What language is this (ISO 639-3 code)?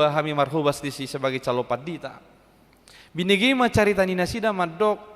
bbc